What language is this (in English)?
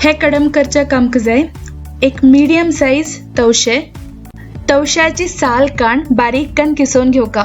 Konkani